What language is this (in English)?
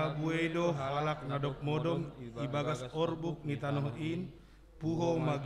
Batak Simalungun